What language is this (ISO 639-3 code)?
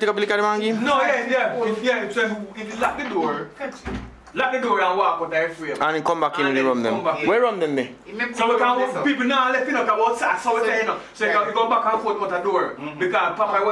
jam